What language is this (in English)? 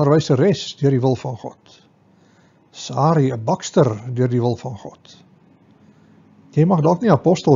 Afrikaans